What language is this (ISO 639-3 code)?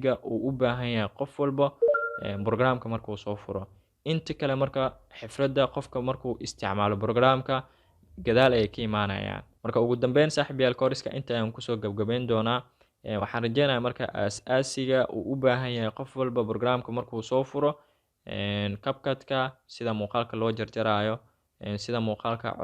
som